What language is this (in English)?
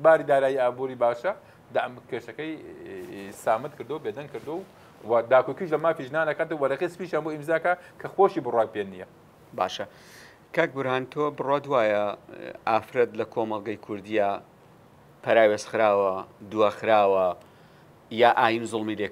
Central Kurdish